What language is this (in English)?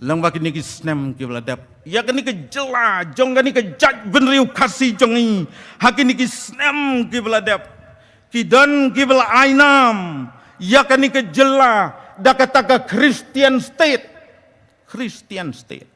Khasi